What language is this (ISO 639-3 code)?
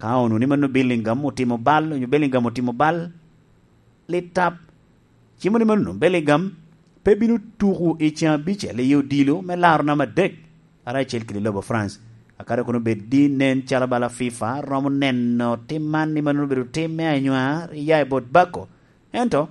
laj